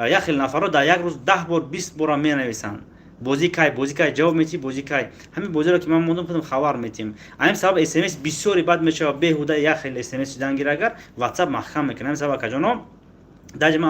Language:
Tajik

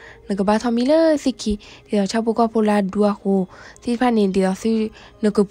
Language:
S'gaw Karen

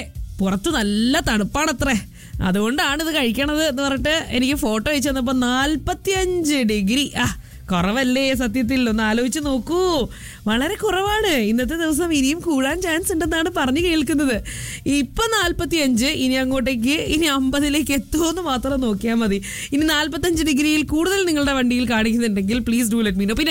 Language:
Malayalam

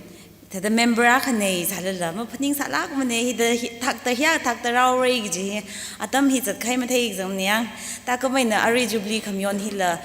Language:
Tangkhul Naga (India)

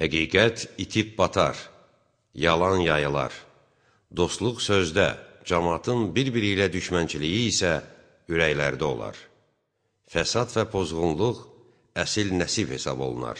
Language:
Azerbaijani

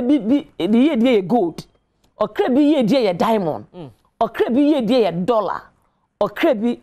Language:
Akan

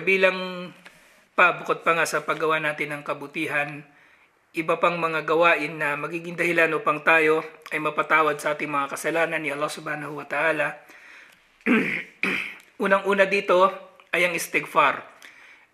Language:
Filipino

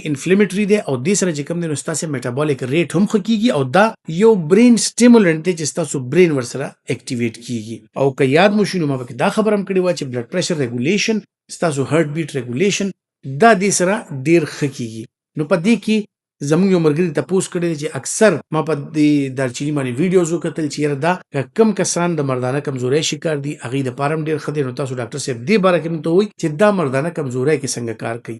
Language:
Pashto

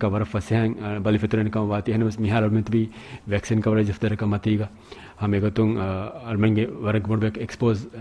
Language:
Divehi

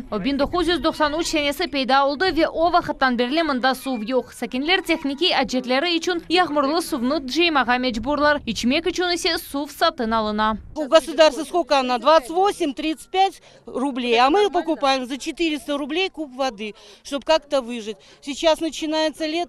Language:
Crimean Tatar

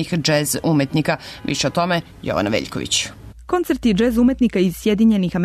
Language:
Serbian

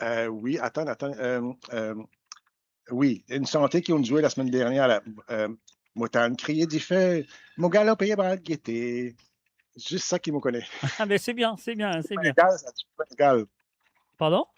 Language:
Morisyen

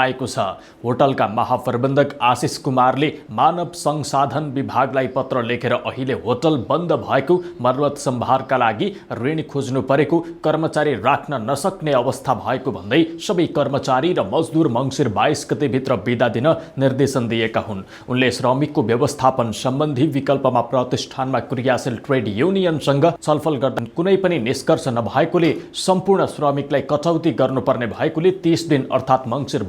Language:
Nepali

